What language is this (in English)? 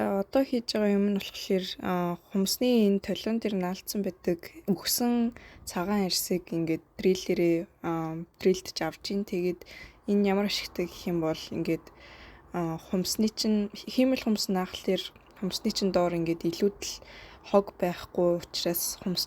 Mongolian